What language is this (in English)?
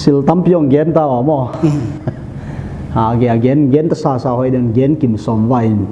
Paite Chin